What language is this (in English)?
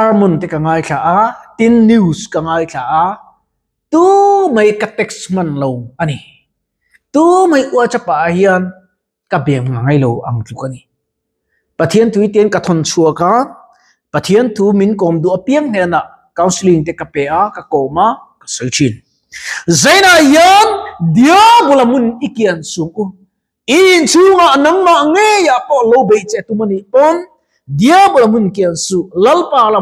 Mizo